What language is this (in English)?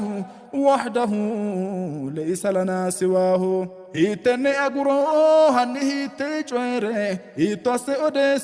Sidamo